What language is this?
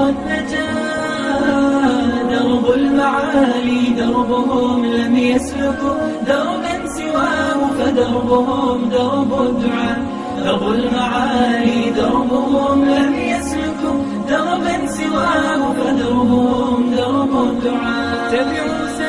Bosnian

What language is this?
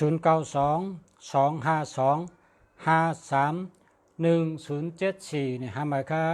Shan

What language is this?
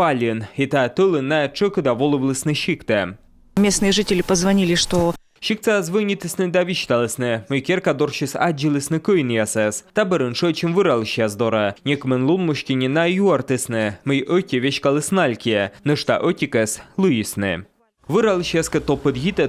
Komi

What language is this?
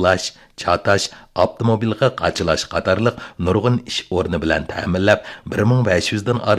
Uyghur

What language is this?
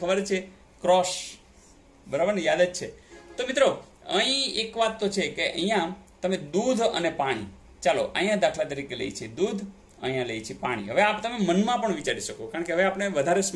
Gujarati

